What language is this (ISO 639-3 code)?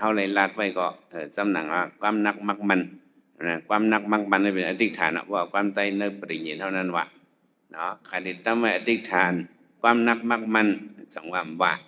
shn